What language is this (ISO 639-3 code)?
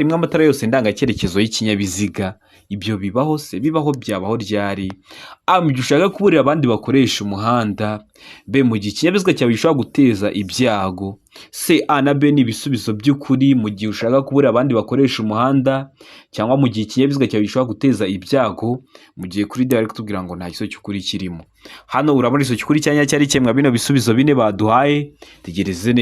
kin